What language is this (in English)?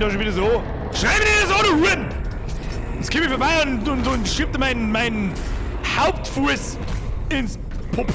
Bavarian